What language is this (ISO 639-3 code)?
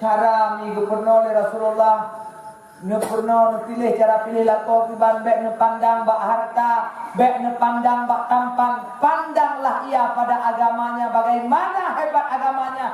ace